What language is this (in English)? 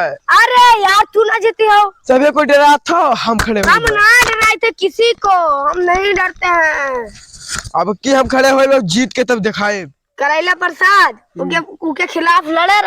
Awadhi